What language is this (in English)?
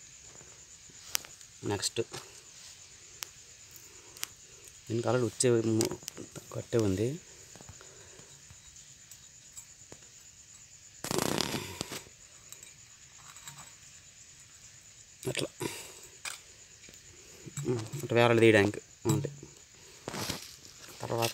Telugu